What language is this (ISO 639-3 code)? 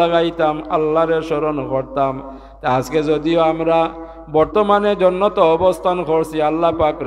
syl